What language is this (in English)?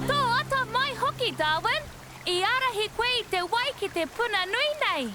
Māori